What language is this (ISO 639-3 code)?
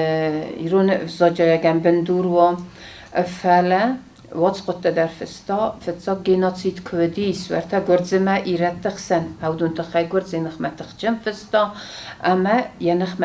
oss